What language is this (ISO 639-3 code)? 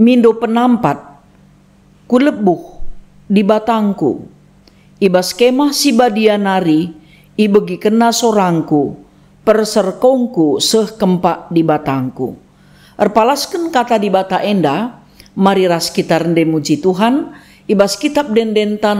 btx